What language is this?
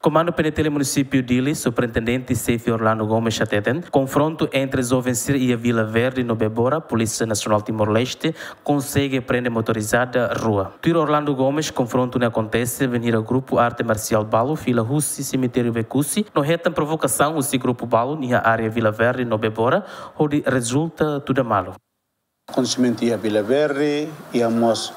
Tetum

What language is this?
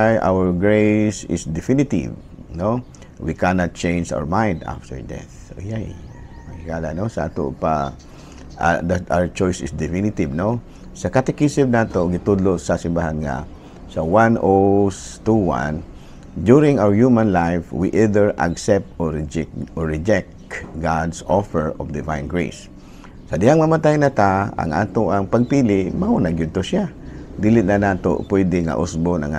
Cebuano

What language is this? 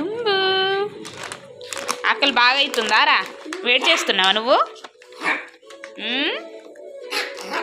Telugu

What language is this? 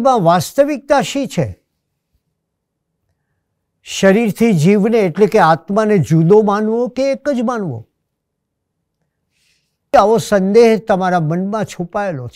Gujarati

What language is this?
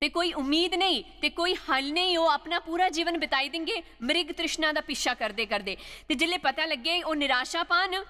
Dogri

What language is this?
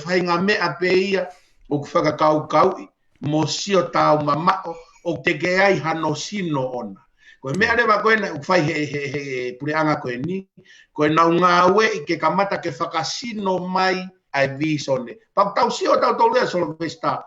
Tongan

